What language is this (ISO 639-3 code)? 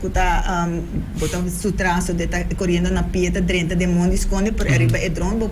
pap